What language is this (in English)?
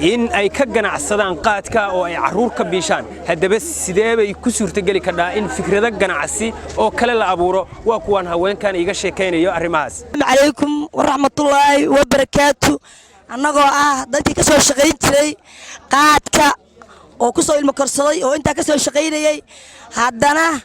Somali